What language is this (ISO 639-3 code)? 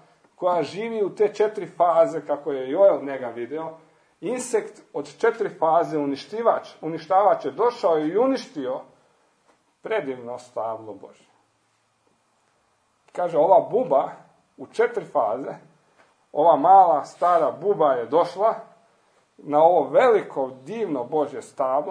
hrv